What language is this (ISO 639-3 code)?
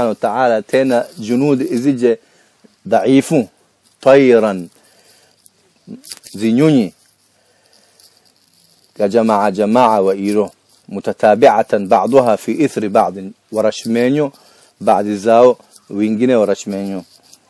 swa